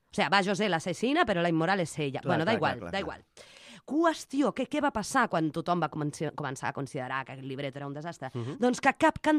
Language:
Catalan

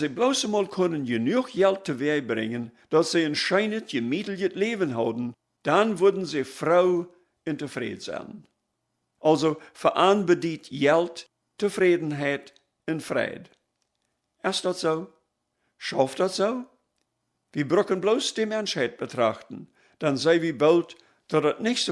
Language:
Plautdietsch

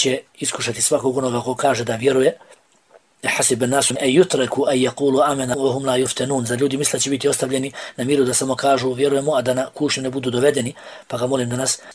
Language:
Bosnian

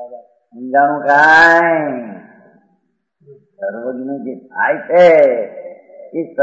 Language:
Gujarati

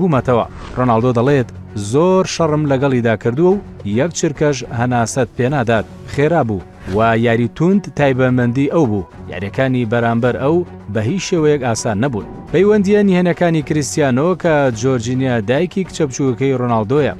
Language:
Central Kurdish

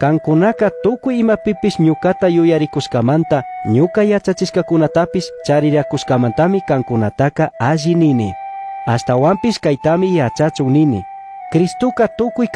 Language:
Chimborazo Highland Quichua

